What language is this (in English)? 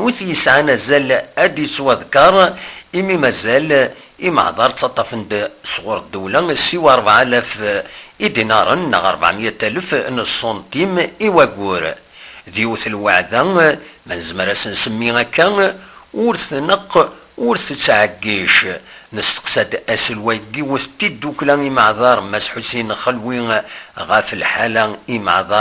Kabyle